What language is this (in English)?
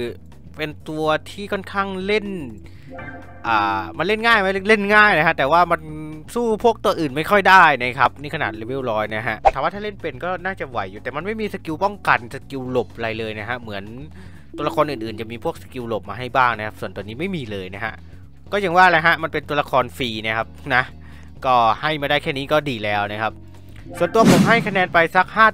Thai